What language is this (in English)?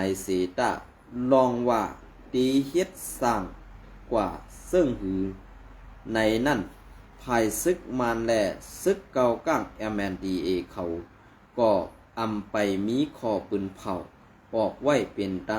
Shan